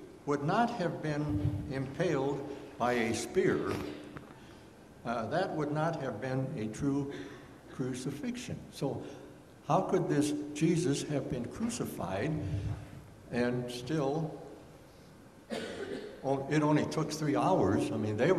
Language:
English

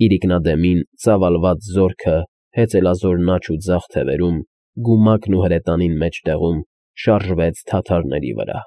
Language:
Armenian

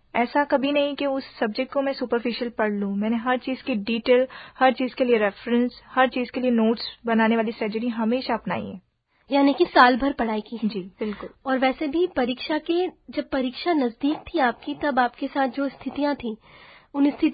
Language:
Hindi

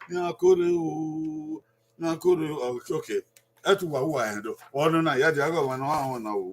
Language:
Bini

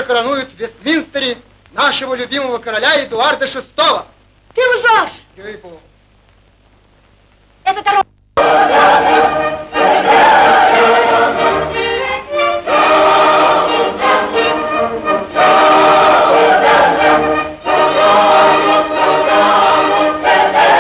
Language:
Russian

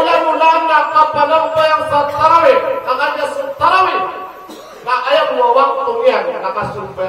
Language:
Maranao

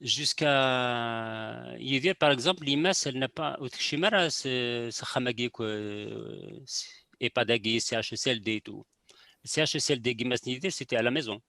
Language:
Kabyle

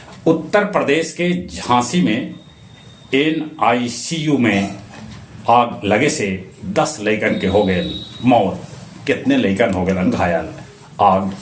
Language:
Magahi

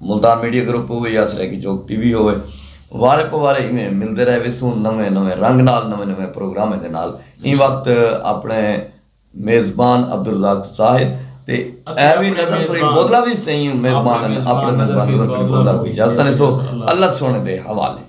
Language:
Saraiki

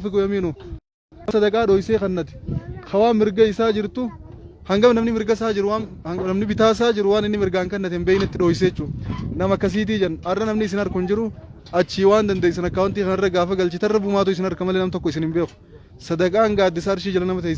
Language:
Oromo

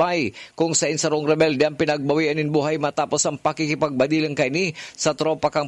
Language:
Bikol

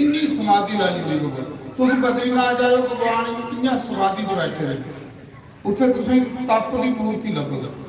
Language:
Dogri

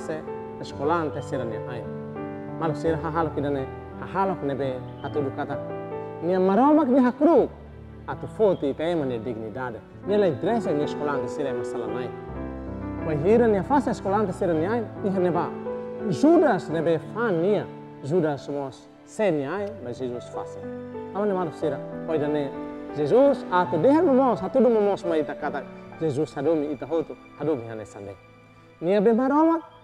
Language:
Tetum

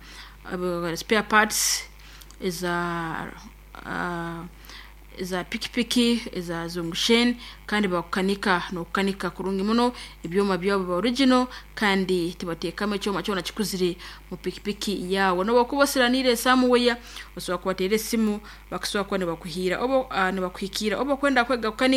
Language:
Nyoro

